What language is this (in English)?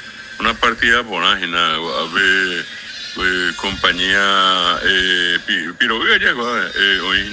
Guarani